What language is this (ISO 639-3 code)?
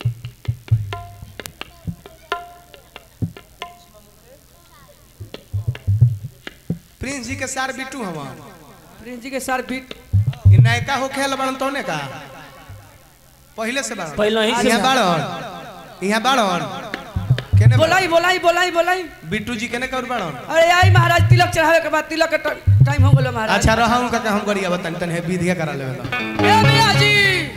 bho